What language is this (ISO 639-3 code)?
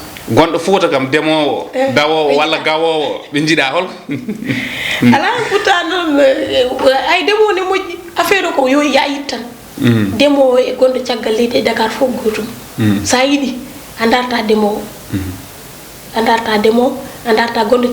ful